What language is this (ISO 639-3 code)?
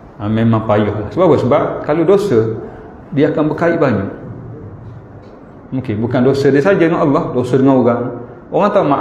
msa